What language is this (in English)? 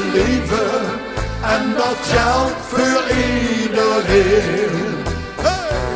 Limburgish